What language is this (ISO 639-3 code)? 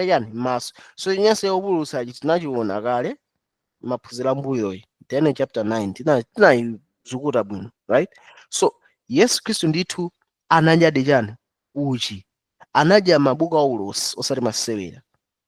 nya